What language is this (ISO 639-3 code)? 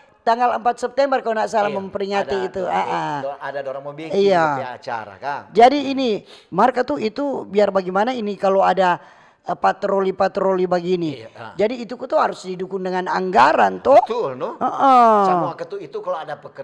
xmm